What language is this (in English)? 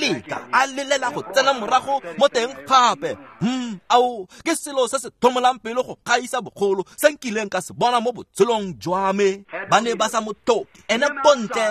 Tswana